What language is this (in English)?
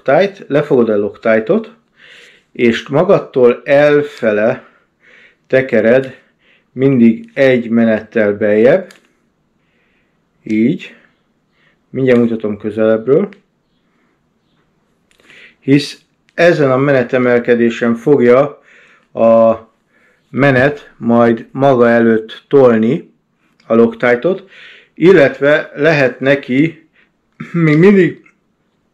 Hungarian